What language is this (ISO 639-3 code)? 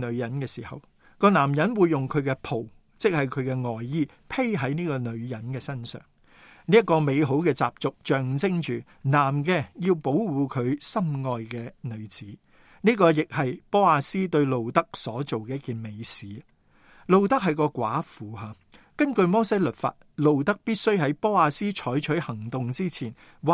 yue